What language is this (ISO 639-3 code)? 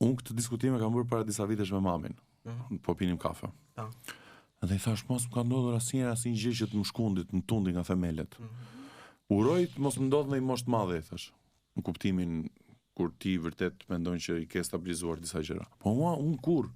sqi